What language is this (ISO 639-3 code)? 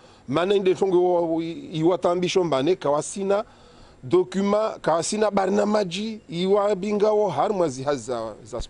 zdj